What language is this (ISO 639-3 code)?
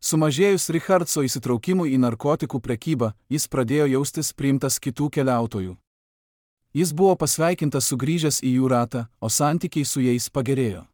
lit